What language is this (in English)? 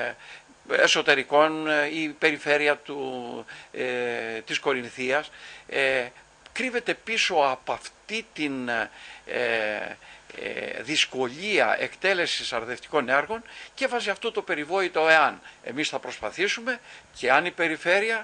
Greek